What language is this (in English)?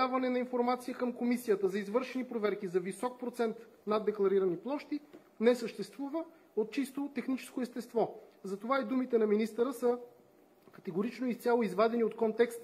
Bulgarian